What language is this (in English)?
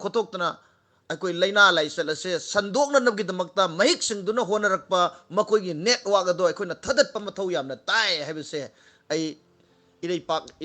Manipuri